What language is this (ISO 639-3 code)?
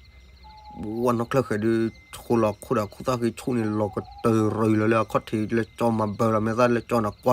ksw